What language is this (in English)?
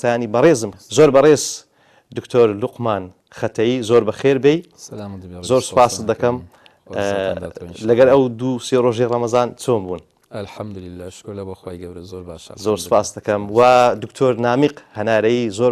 Central Kurdish